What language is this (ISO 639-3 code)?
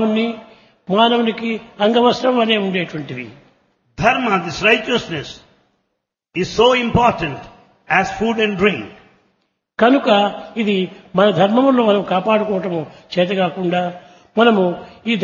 tel